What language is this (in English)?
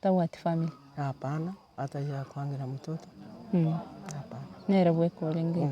Gusii